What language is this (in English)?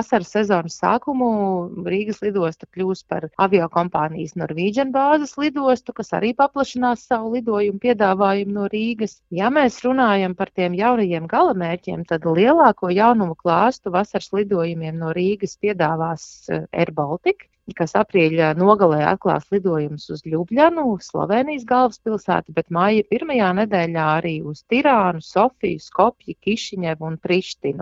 Latvian